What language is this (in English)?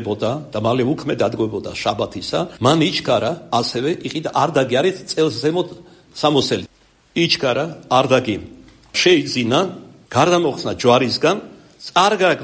Georgian